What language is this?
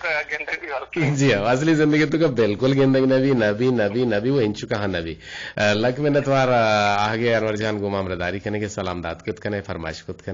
Eastern Balochi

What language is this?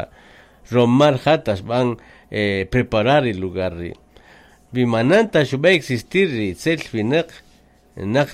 Kaqchikel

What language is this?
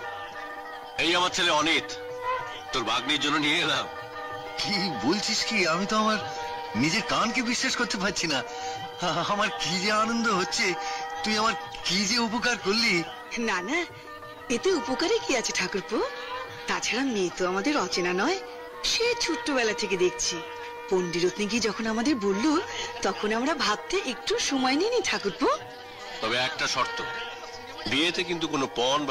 Bangla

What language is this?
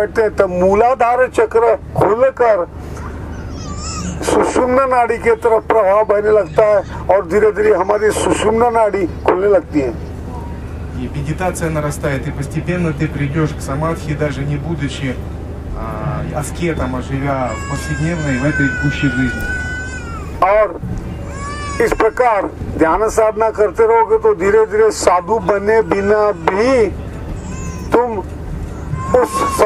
Hindi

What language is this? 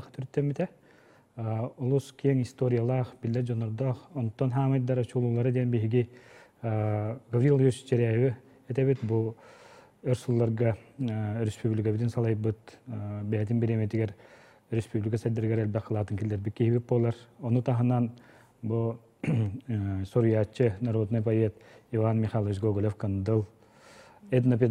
Yakut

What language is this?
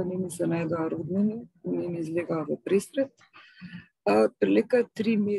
Macedonian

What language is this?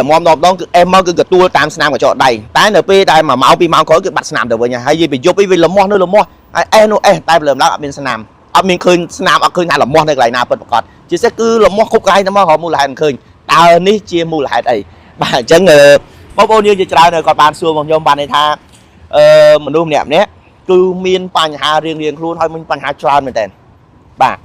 Khmer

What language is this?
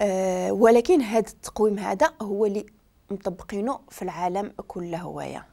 Moroccan Arabic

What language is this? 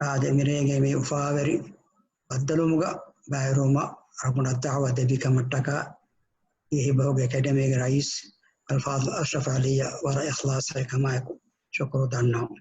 Divehi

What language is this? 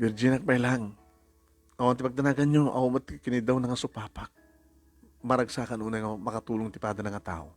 Iloko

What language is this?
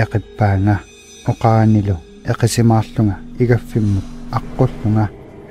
Kalaallisut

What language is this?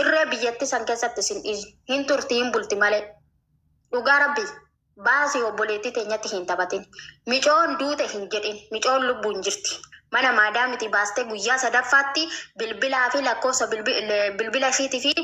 Oromo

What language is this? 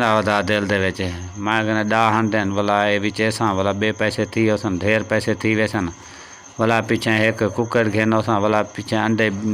Saraiki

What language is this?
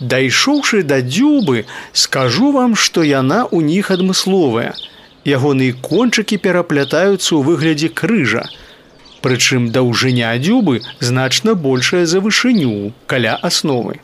Belarusian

